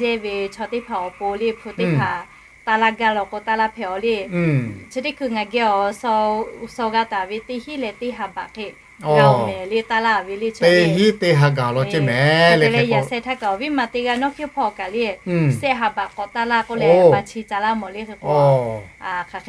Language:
Lahu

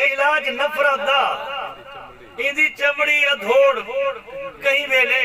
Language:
Saraiki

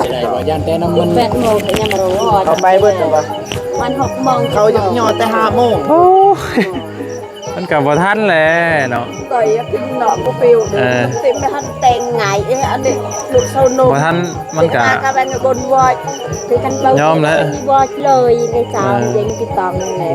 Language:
Lao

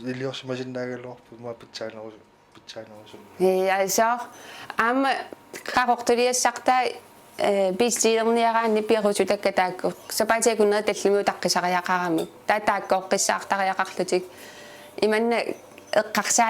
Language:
Kalaallisut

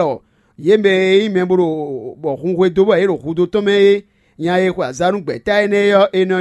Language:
Fon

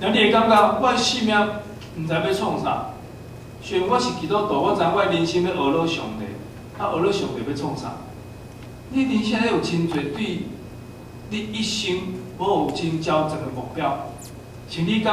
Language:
Min Nan Chinese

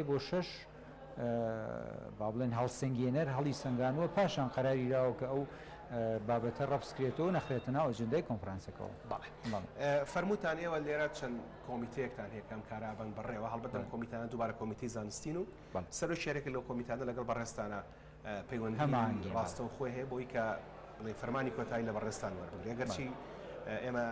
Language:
Central Kurdish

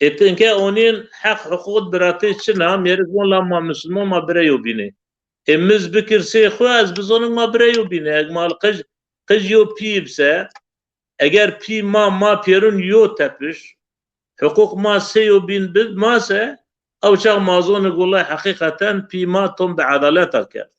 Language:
Zaza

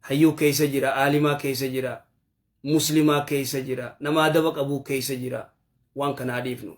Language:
Oromo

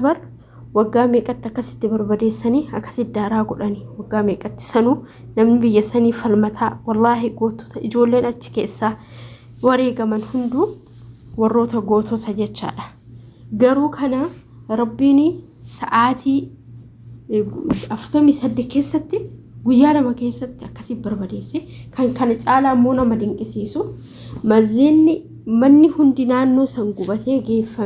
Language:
Oromo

